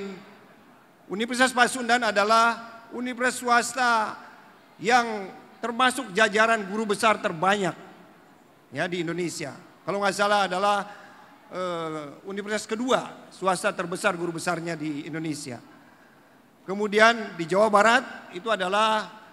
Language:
Indonesian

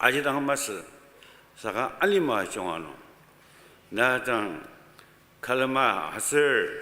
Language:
Ao Naga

